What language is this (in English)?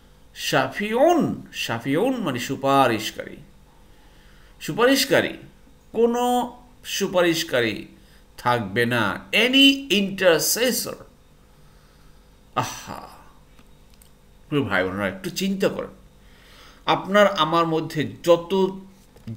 Bangla